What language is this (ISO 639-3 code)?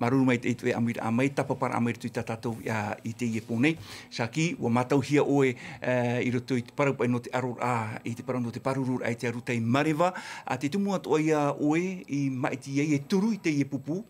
tah